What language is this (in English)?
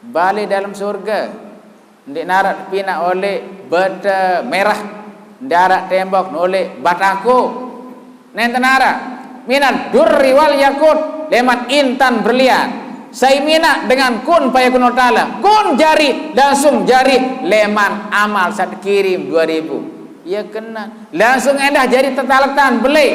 Sasak